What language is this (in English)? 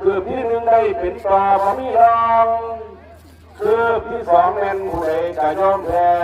Lao